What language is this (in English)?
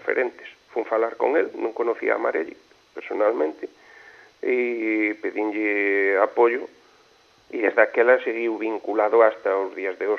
Galician